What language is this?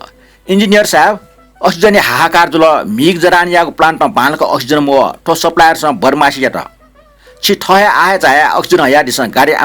Newari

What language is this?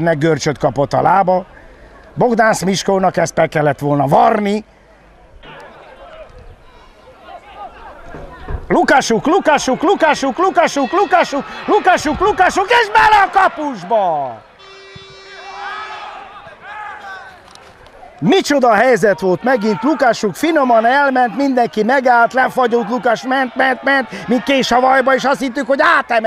Hungarian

